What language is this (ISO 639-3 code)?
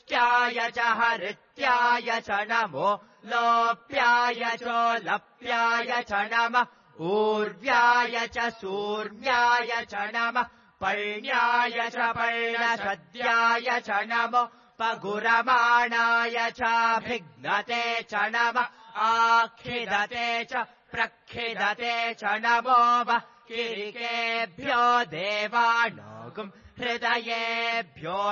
san